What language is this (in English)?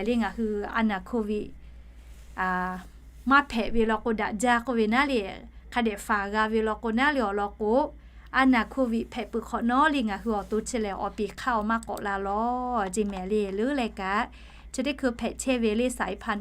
Lahu